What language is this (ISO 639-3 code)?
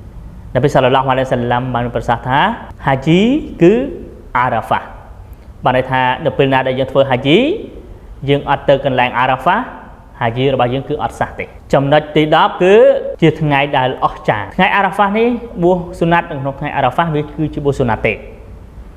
khm